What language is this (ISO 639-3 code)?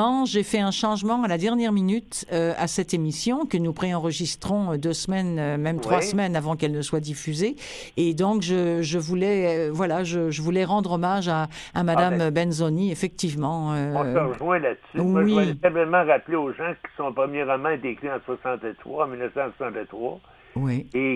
fra